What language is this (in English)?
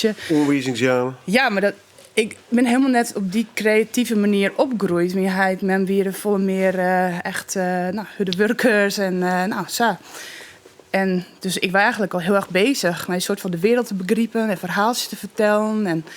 Western Frisian